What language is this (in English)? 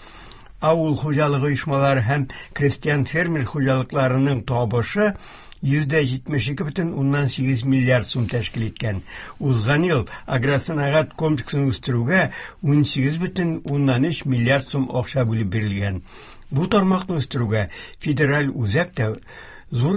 Tatar